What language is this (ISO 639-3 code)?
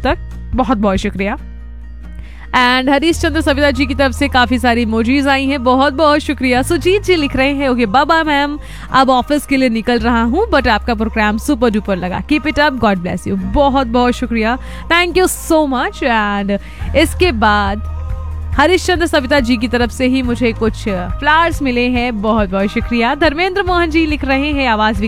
hin